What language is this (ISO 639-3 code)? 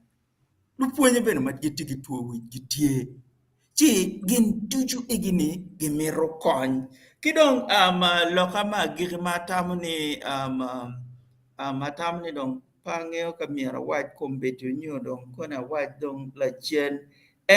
ach